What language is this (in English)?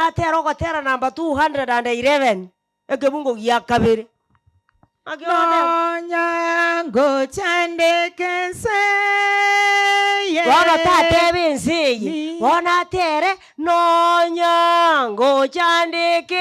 Gusii